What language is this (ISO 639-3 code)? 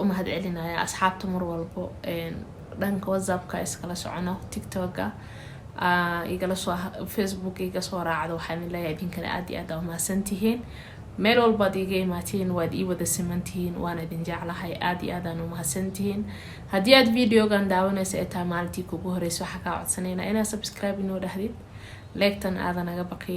som